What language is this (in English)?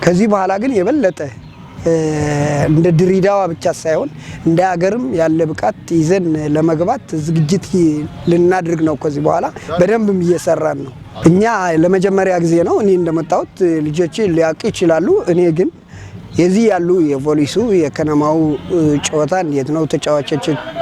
Amharic